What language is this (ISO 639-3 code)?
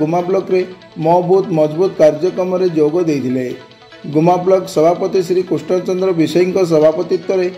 ori